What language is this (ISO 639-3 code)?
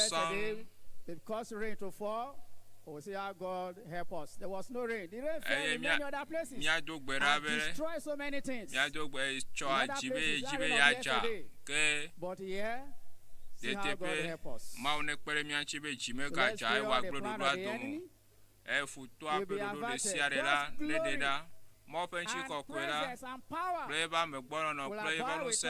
ewe